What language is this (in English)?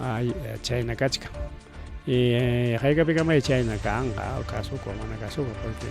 Ayacucho Quechua